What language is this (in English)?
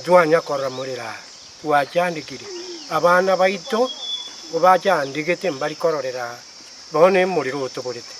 Gusii